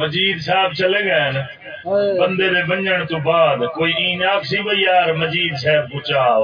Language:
Saraiki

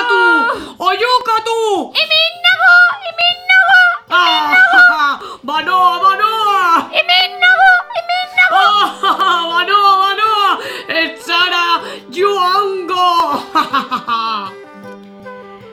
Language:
Basque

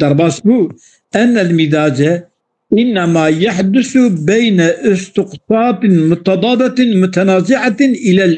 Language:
Kurdish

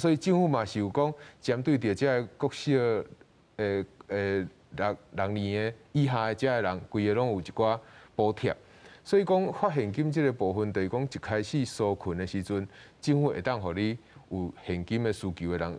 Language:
Min Nan Chinese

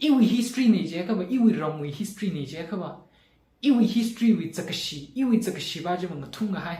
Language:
Tangkhul Naga (India)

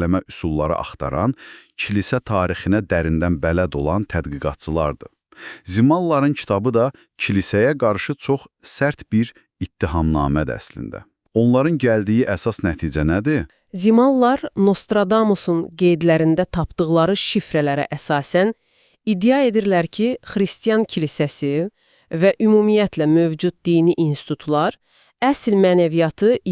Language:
Azerbaijani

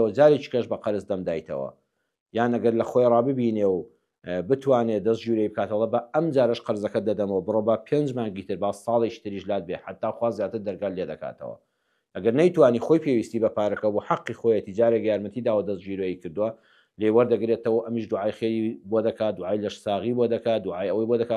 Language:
Central Kurdish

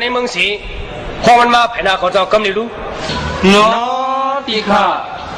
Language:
Shan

